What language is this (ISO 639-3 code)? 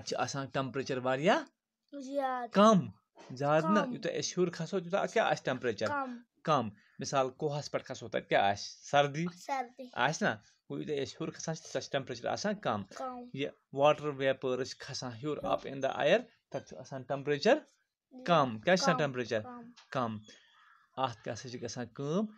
kas